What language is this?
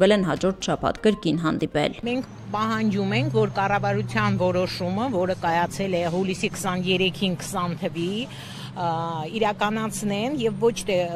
Armenian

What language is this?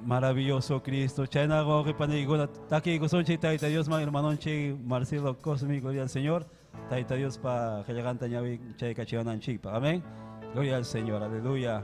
Ayacucho Quechua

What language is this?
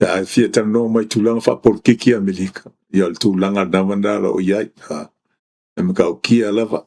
Samoan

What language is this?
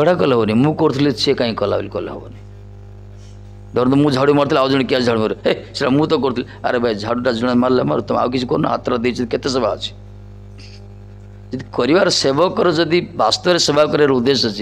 Odia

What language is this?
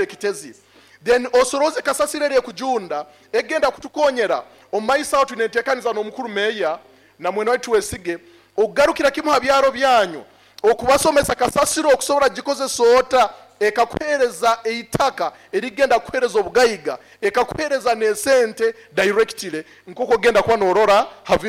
Nyoro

